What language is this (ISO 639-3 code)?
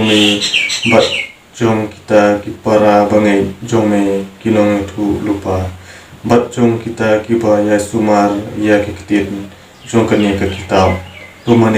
kha